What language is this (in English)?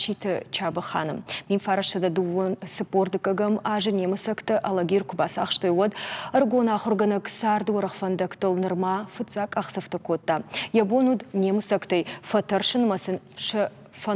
Ossetic